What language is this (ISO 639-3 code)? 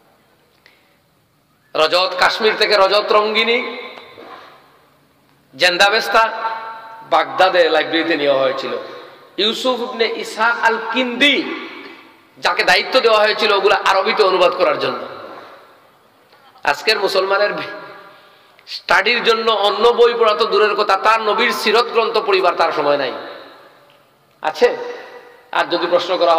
ben